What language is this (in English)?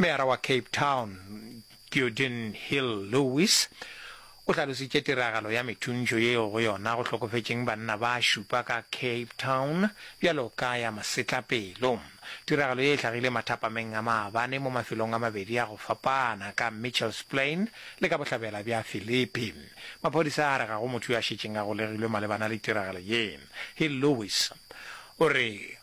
Northern Sotho